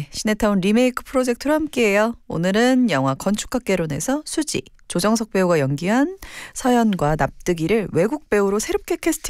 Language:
Korean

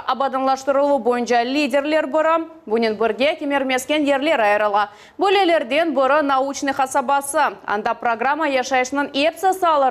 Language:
Crimean Tatar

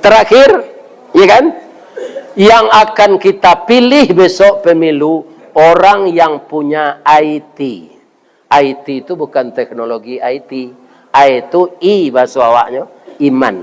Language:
Minangkabau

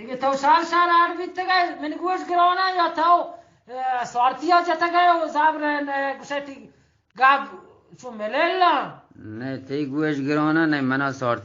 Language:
Eastern Balochi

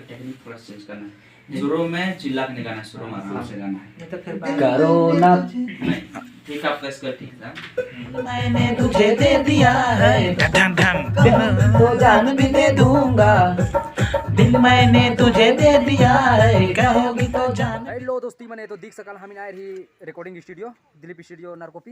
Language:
Sadri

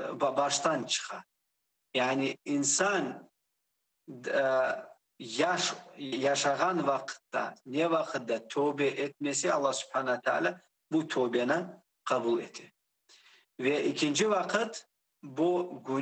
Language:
Crimean Tatar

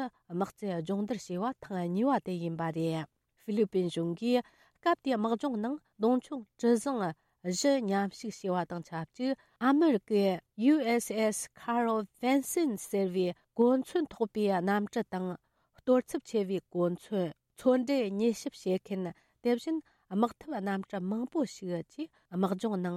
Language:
Tibetan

